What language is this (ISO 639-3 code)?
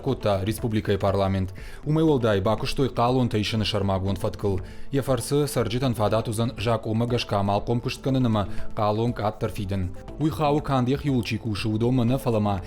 oss